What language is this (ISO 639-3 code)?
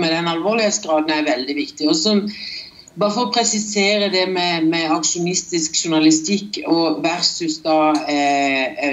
nor